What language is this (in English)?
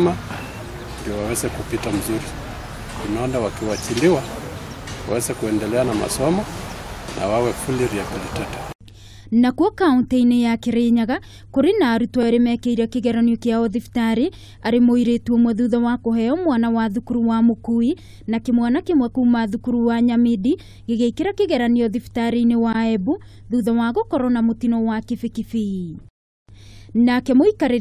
Kikuyu